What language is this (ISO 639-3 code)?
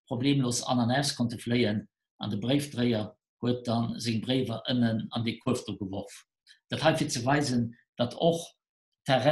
ltz